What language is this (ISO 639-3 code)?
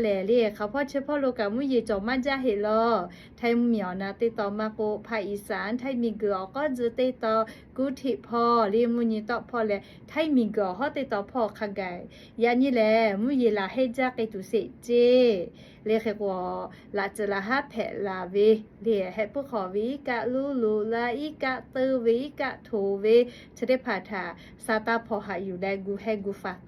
lhu